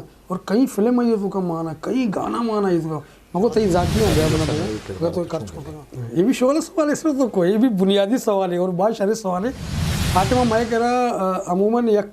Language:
Eastern Balochi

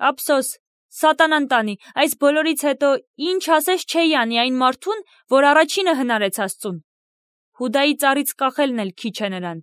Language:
Armenian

